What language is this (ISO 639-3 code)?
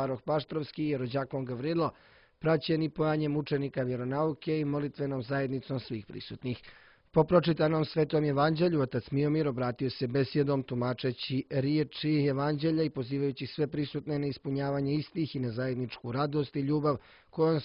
srp